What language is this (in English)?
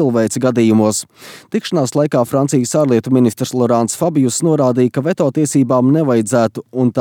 Latvian